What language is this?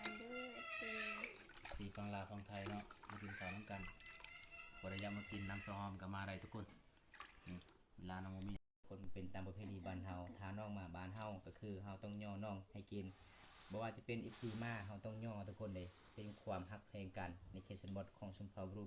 Lao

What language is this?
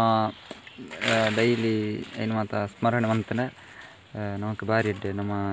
Tulu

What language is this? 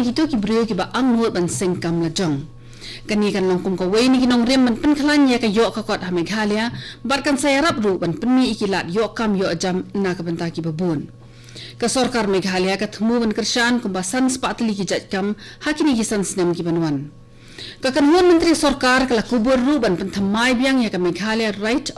Khasi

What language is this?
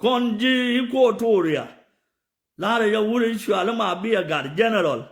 Nuer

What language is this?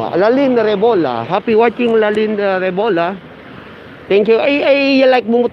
Iloko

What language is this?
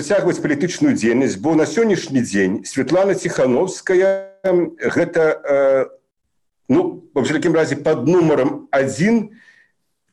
Belarusian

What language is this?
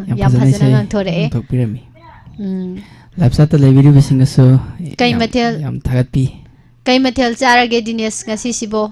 Manipuri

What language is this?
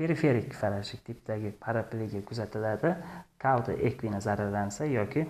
Uzbek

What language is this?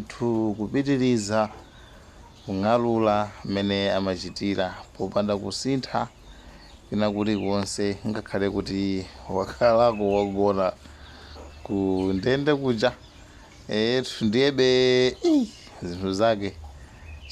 Nyanja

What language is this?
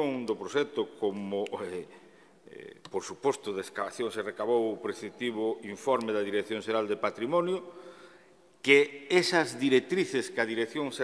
Galician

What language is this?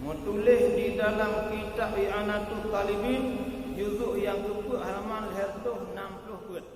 Achinese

